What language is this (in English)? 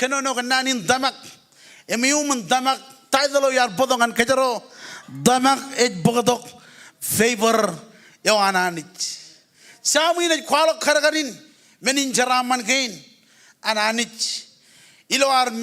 Marshallese